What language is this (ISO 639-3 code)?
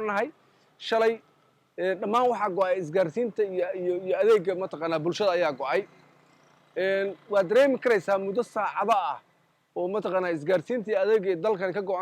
som